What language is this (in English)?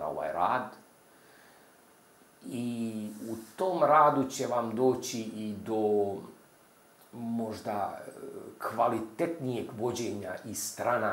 Croatian